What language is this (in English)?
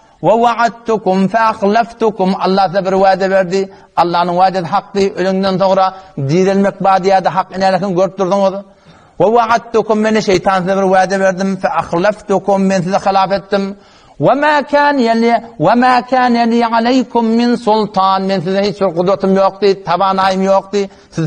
Turkmen